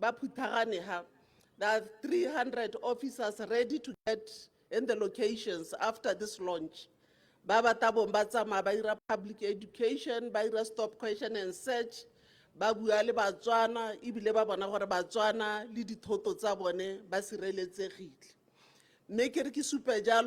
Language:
Tswana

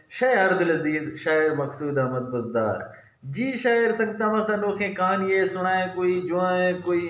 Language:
Eastern Balochi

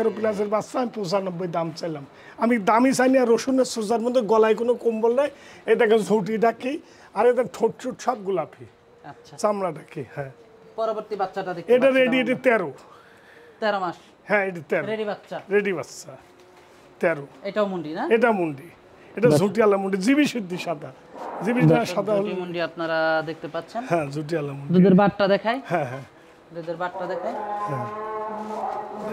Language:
Bangla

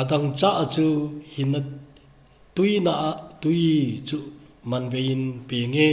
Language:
Thado Chin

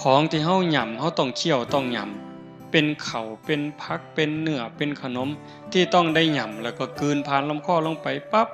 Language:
Northeastern Thai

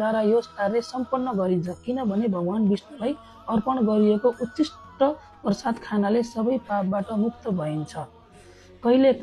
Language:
Nepali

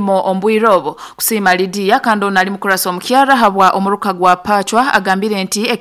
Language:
Nyoro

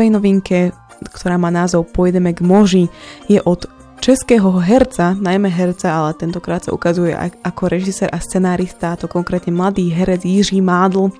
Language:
Slovak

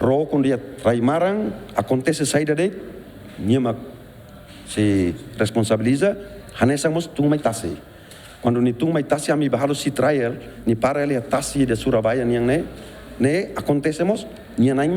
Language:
Tetum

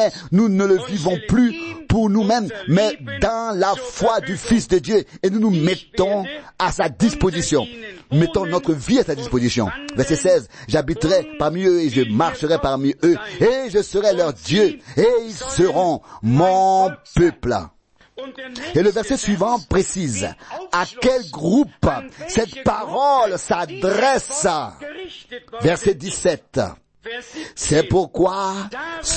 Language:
French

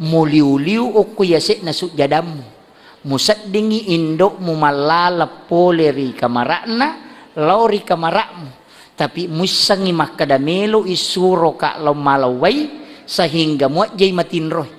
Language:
Buginese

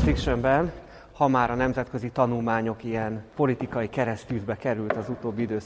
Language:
Hungarian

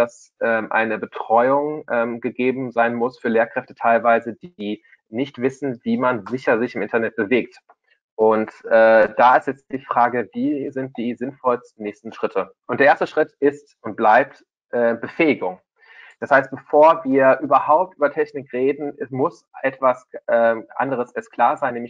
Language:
German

